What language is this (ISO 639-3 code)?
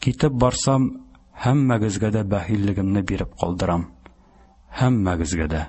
tat